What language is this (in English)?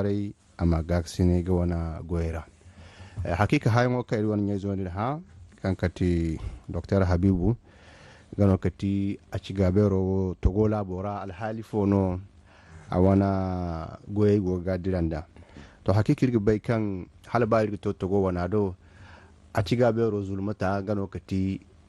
Zarma